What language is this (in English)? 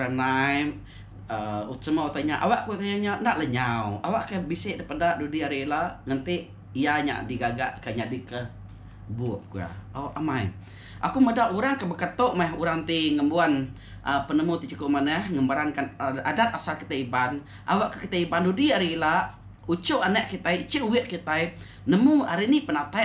Iban